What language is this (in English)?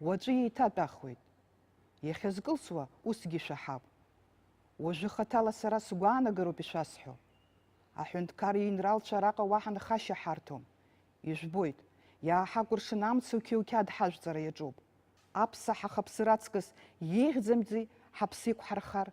Abkhazian